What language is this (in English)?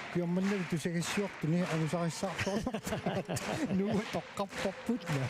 Kalaallisut